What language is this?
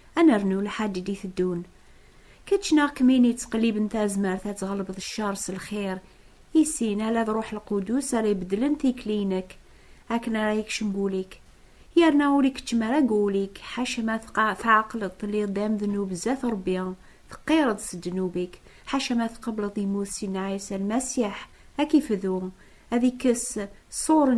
Kabyle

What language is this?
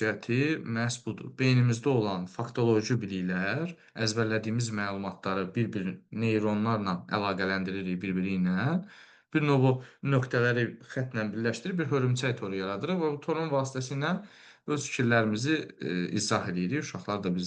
Azerbaijani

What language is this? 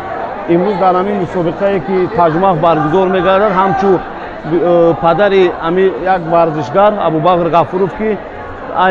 Tajik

